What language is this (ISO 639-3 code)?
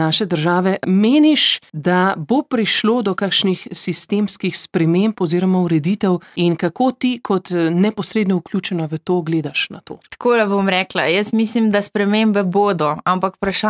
slv